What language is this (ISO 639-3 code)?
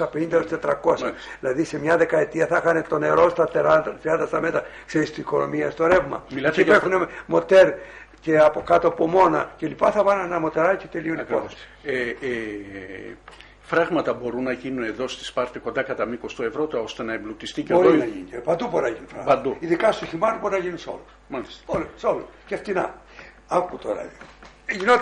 ell